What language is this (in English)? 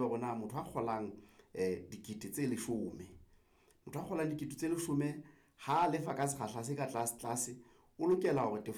Southern Sotho